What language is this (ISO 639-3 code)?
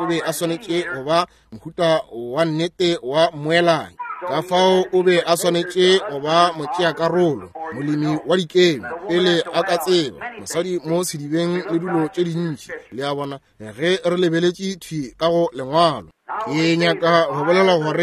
nso